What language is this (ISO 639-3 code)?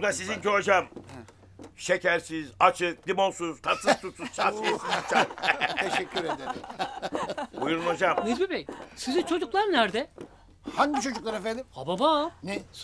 tur